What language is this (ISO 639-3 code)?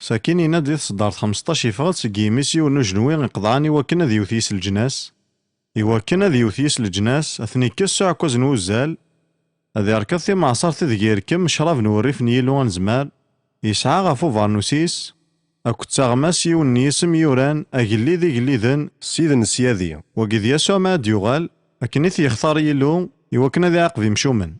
kab